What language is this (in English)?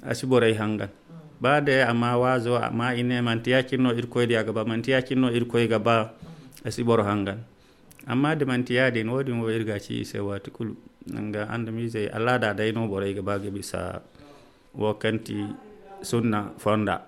Zarma